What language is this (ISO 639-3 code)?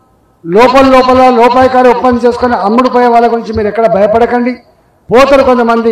tel